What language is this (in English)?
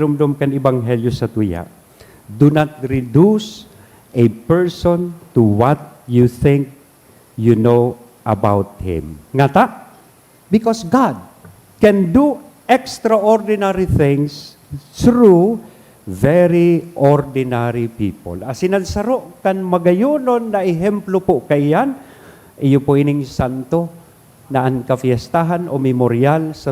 Bikol